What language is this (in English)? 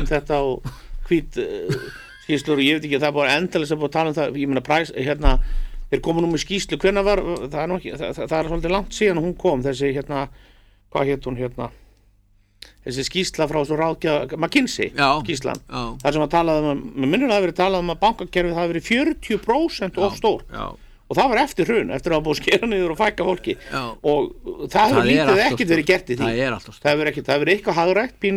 Icelandic